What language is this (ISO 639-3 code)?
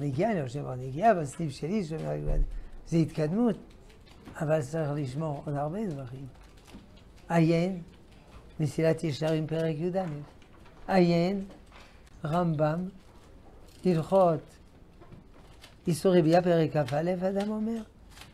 heb